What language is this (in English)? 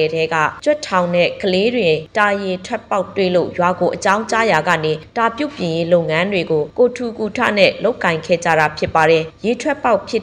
Burmese